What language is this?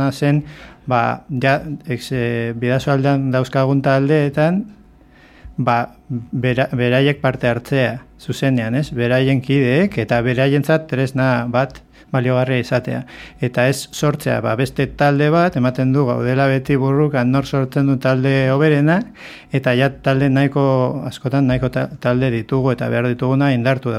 Basque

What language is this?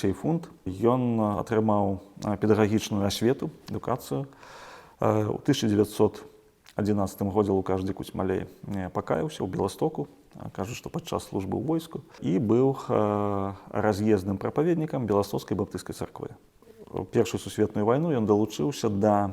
Belarusian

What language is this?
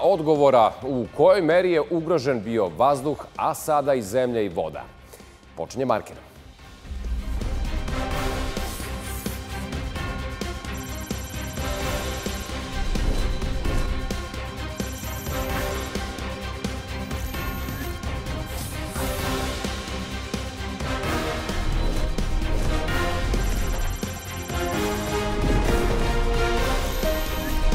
Serbian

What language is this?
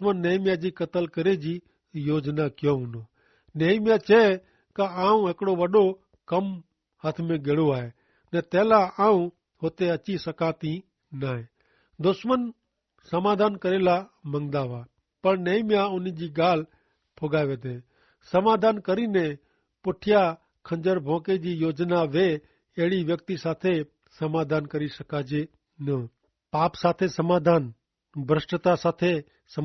Kachhi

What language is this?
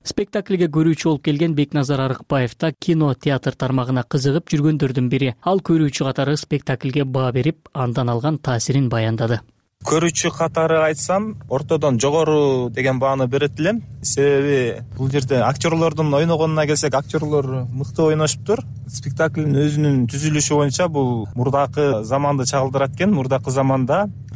Kyrgyz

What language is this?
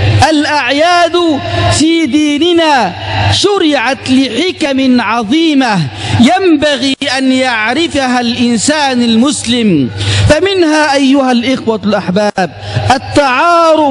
Arabic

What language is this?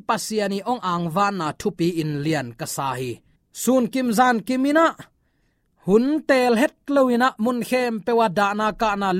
Tedim Chin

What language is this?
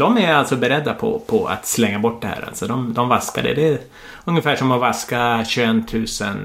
Swedish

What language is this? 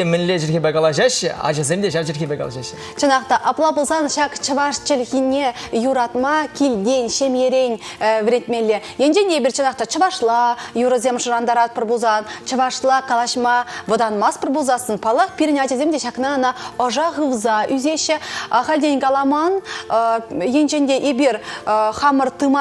Chuvash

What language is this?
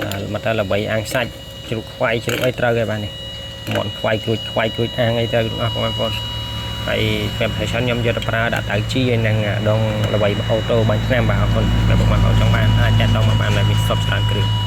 Khmer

